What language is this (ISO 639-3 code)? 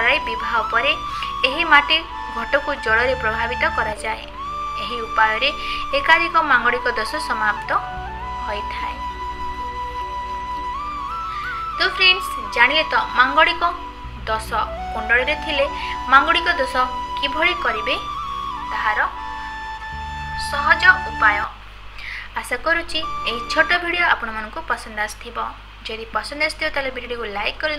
ori